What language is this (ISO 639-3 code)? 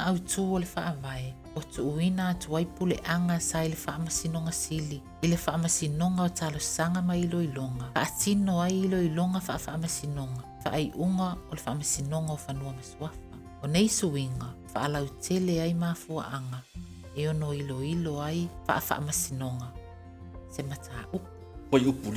smo